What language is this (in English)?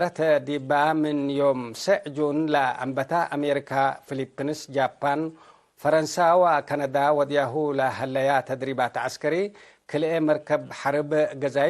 Tigre